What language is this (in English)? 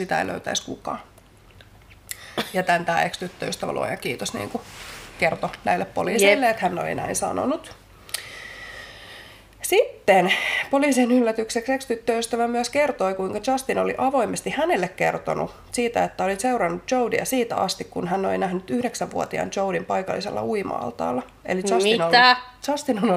Finnish